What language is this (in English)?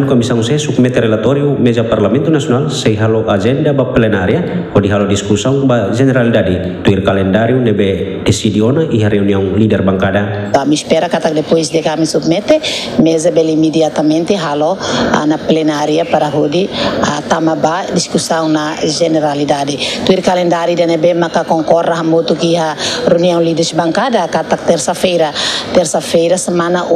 Tetum